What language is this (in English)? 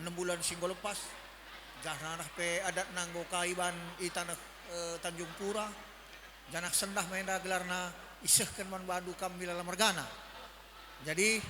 Batak Karo